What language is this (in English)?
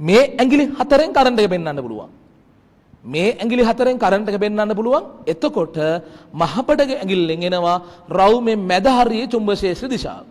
Sinhala